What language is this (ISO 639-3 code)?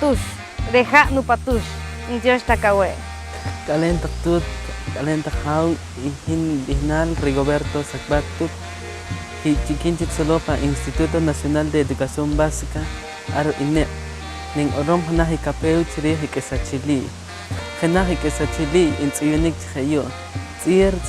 poh